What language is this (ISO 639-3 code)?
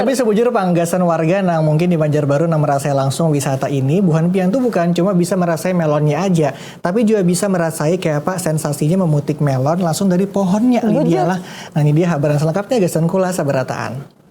bjn